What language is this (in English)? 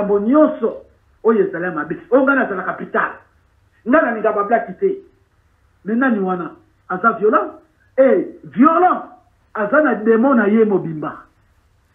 Lingala